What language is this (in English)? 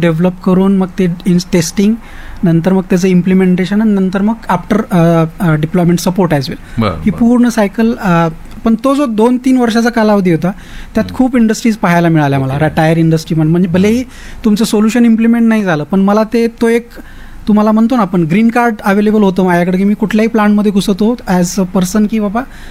Marathi